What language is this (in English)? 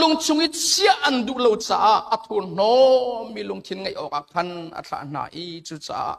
Hakha Chin